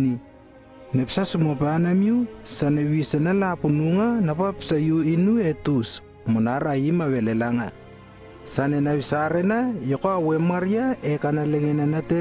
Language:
Lewo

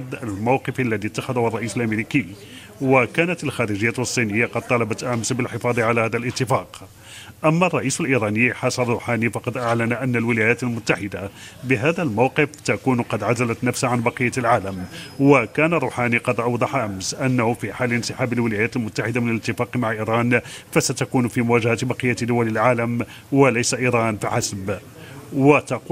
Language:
Arabic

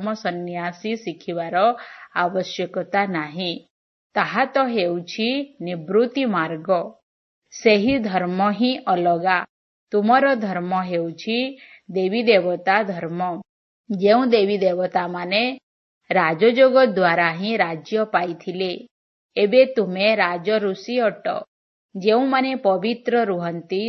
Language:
Odia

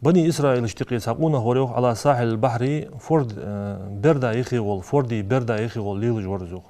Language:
Ingush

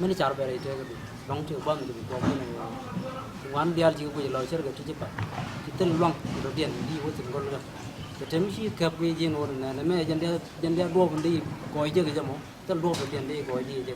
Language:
Nuer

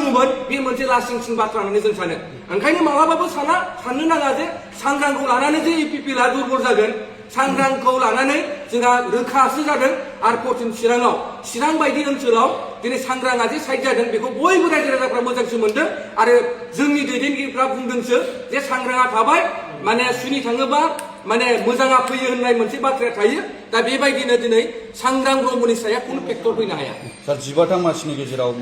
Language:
Bodo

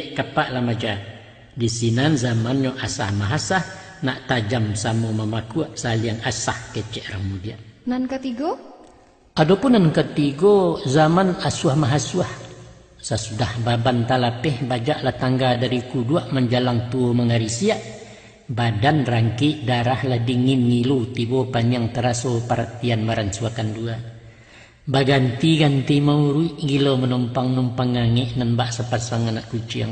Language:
Minangkabau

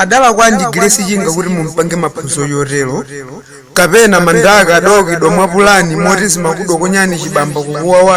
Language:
Nyanja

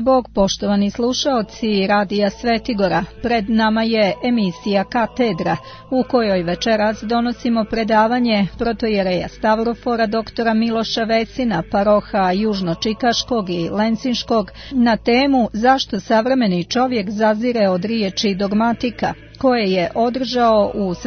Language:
Serbian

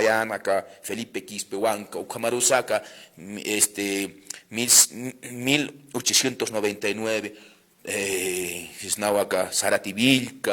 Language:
Aymara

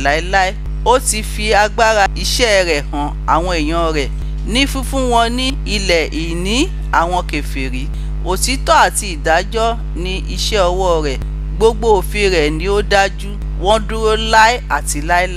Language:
Yoruba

